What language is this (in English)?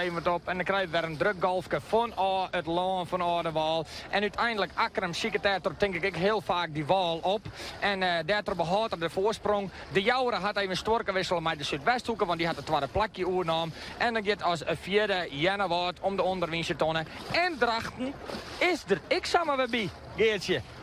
Western Frisian